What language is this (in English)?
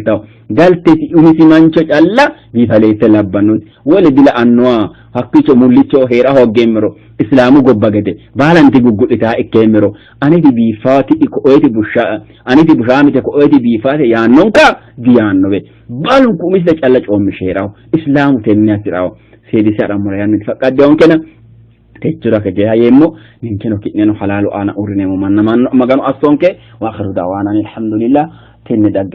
Sidamo